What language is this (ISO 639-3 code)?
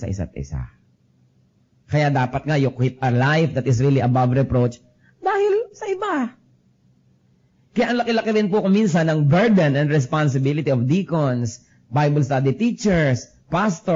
fil